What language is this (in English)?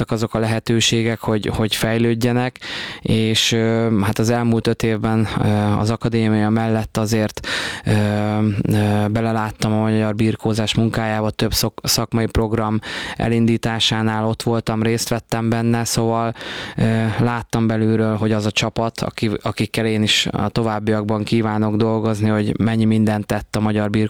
Hungarian